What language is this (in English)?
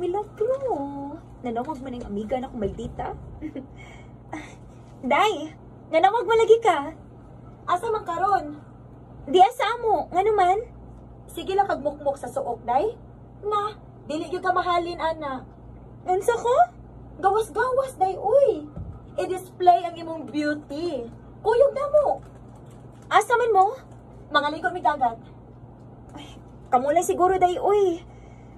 Cebuano